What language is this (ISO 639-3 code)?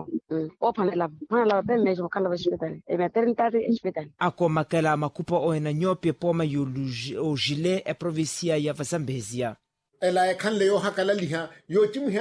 vmw